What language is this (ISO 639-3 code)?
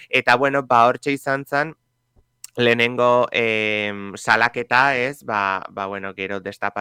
eus